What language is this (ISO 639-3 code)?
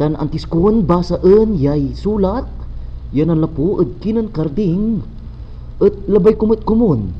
pag